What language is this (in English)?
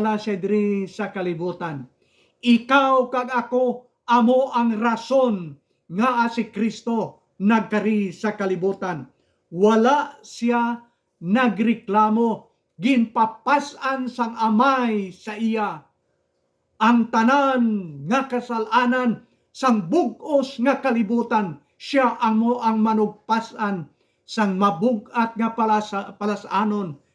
Hiligaynon